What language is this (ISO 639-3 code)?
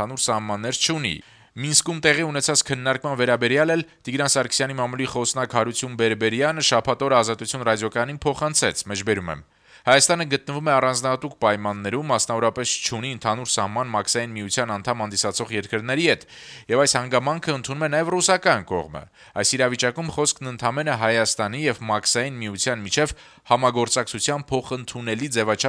hye